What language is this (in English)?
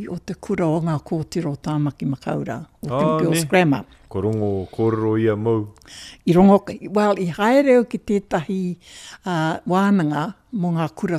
Māori